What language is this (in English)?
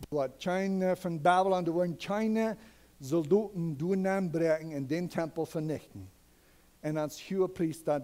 Plautdietsch